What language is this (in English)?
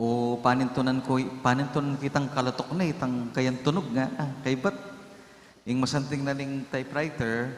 Pampanga